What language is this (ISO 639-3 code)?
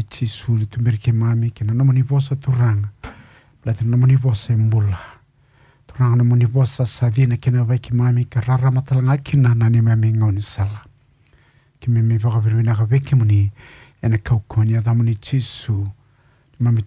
fij